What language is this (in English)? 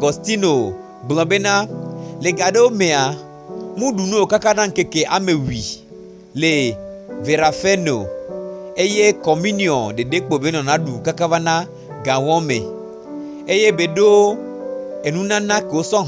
Gen